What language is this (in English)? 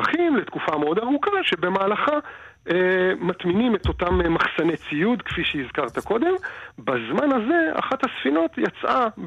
Hebrew